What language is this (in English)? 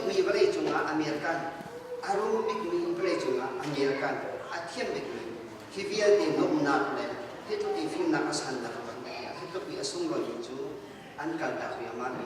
Hakha Chin